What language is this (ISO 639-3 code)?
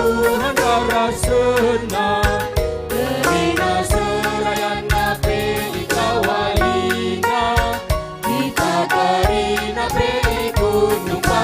btx